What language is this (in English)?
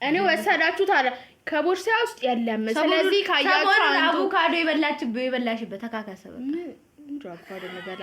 Amharic